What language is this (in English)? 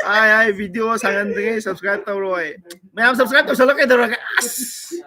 Manipuri